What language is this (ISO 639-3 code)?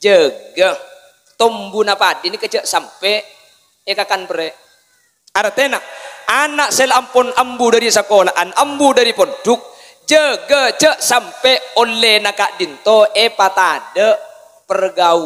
mad